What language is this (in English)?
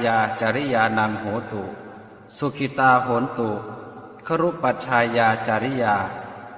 Pali